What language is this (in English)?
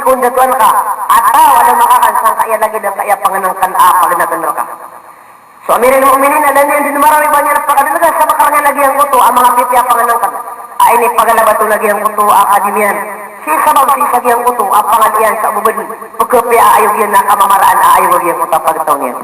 Maranao